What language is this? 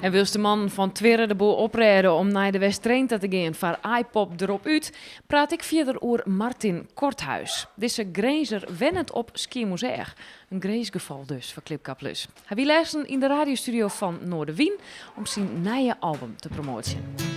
Western Frisian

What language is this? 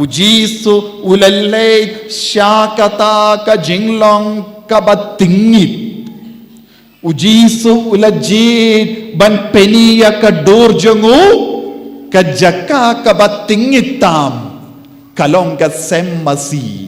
Khasi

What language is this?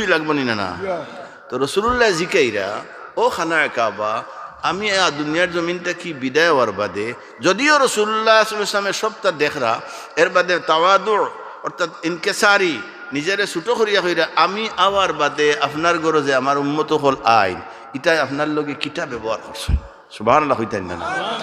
Sylheti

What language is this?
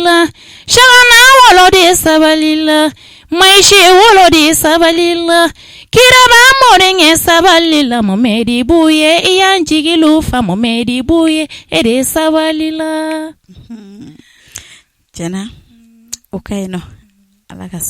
Bambara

